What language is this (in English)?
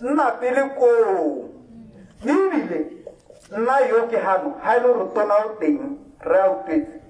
Tswana